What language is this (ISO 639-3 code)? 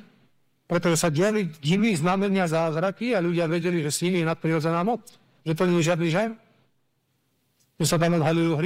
slk